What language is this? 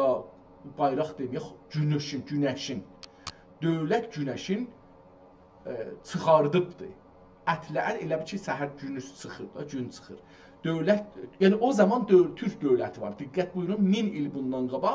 South Azerbaijani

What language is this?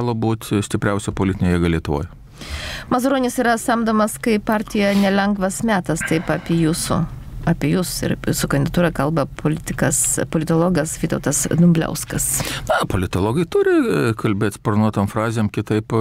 Lithuanian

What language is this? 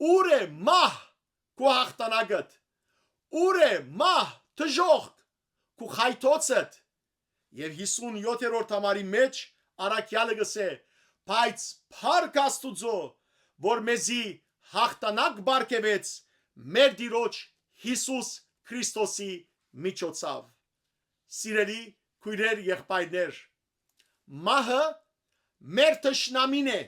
Western Armenian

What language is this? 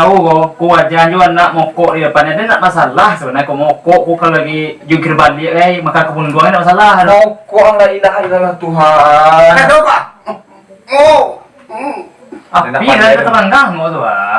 Minangkabau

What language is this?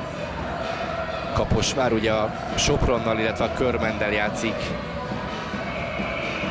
Hungarian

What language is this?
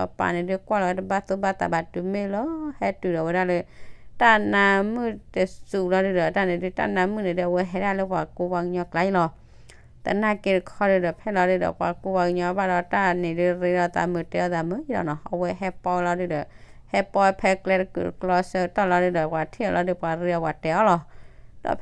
S'gaw Karen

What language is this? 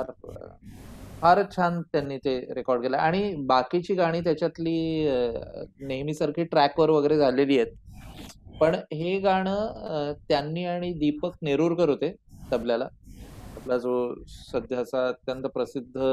Marathi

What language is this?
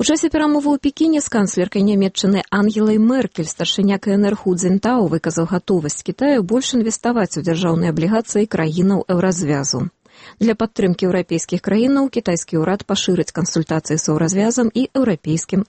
Belarusian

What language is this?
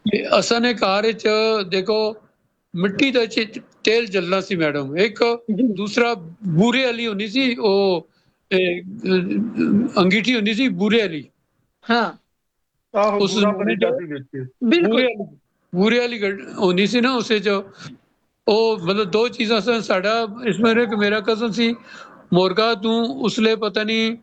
Punjabi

